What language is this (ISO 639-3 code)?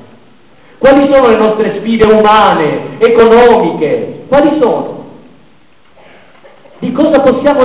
ita